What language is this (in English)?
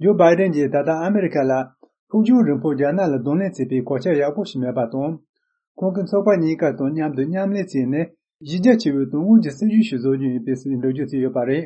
Tibetan